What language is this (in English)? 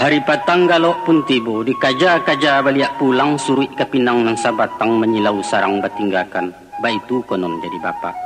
Minangkabau